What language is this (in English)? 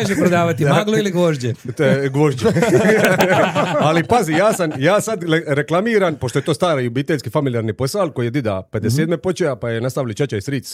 Serbian